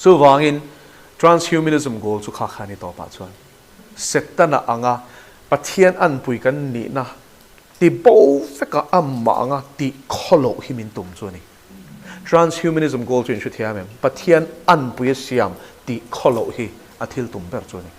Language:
Mizo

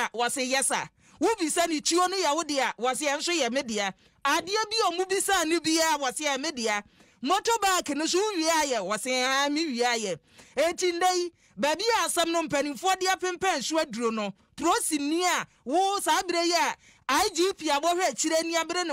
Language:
Akan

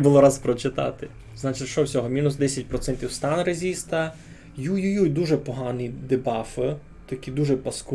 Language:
Rusyn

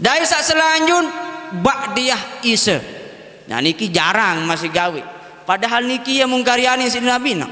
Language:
Sasak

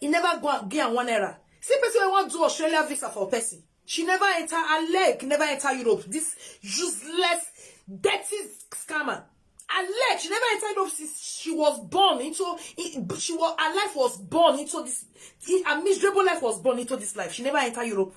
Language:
Nigerian Pidgin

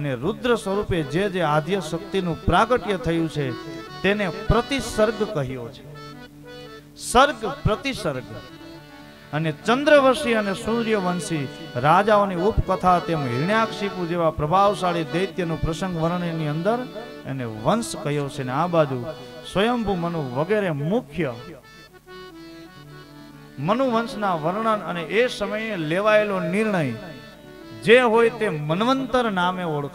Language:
Gujarati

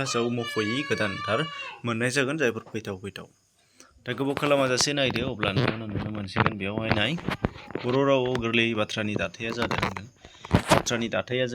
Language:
Bodo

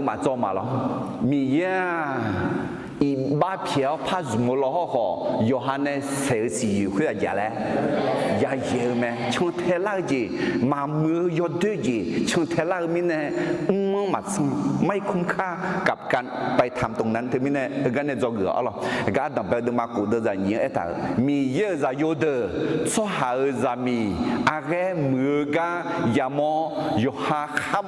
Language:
Akha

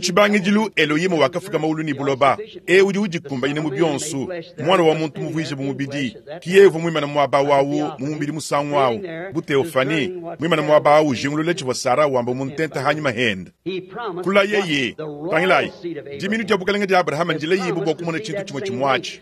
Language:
Luba-Lulua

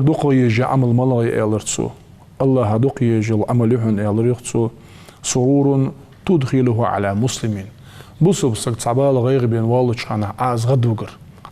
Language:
Ingush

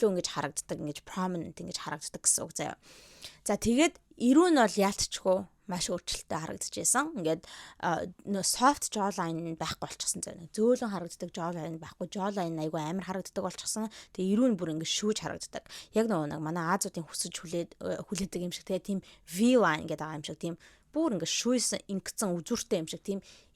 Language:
Mongolian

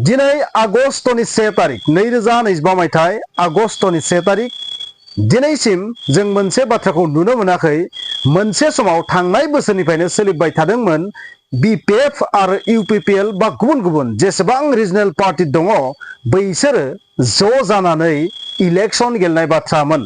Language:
Bodo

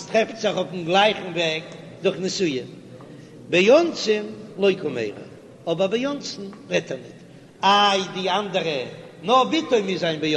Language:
Yiddish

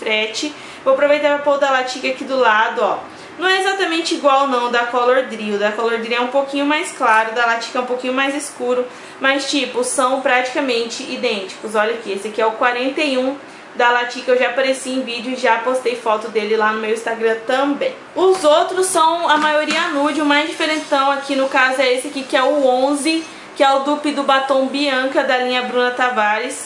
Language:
Portuguese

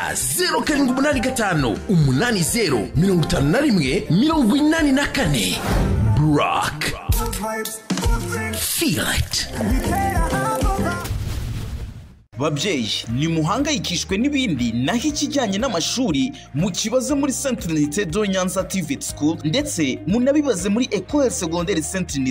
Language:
Kinyarwanda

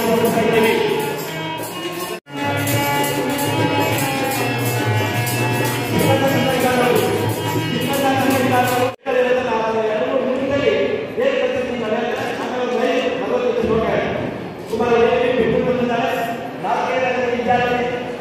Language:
Kannada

